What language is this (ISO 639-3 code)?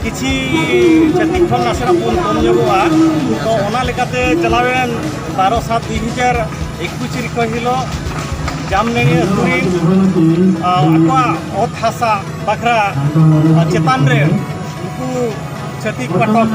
sat